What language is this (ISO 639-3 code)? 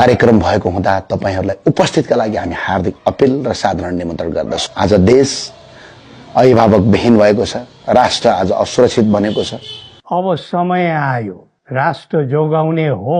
nep